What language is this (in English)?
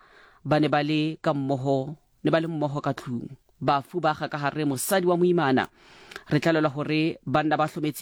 Southern Sotho